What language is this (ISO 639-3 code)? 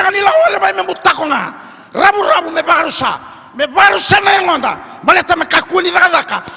fij